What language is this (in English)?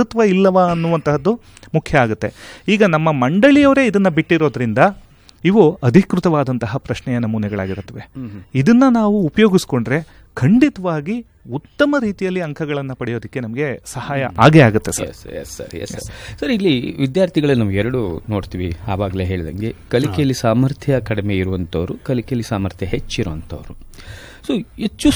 Kannada